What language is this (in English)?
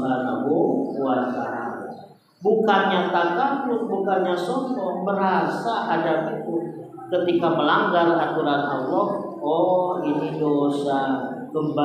Indonesian